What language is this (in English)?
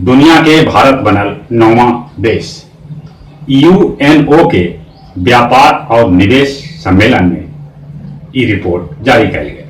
Magahi